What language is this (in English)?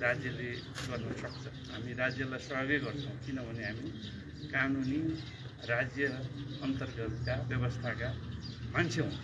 Nepali